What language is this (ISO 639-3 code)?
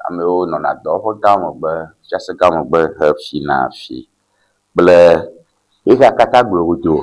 ewe